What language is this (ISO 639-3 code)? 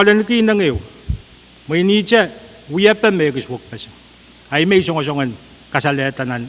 pon